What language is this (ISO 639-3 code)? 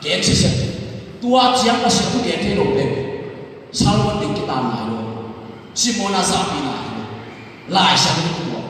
ctd